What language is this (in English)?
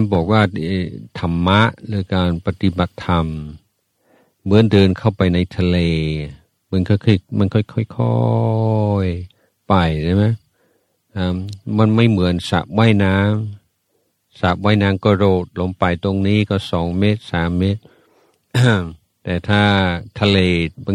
Thai